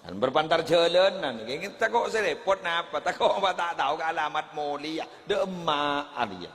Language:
Madurese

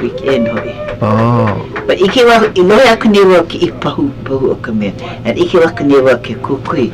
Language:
Hawaiian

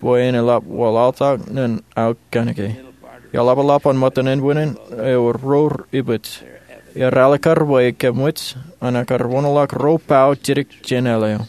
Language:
Marshallese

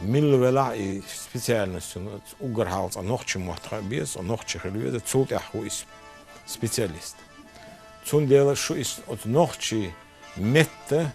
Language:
Chechen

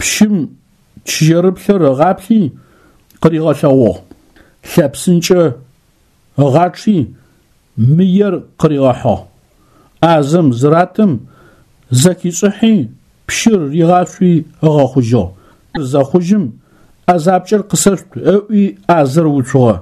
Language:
Adyghe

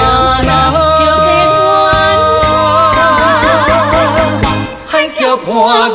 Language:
Chinese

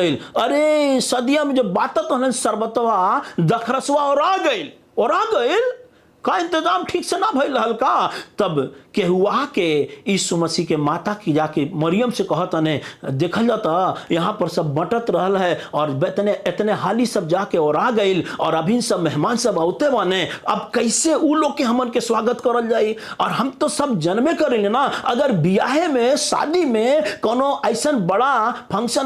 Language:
Bhojpuri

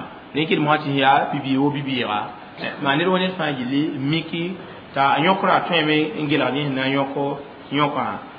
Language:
Mossi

